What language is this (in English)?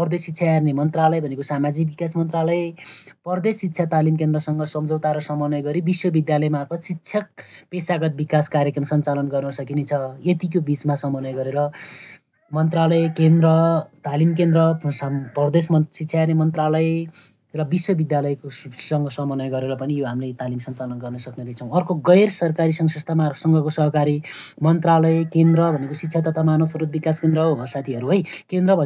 Nepali